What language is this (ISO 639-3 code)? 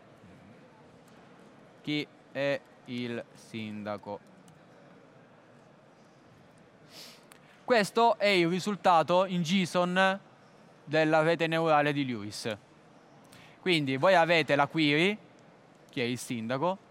ita